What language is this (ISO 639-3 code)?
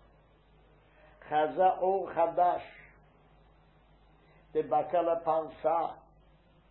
heb